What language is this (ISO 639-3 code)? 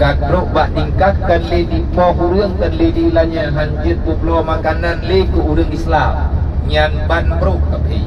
ace